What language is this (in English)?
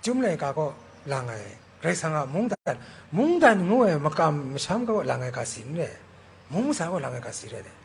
Kachin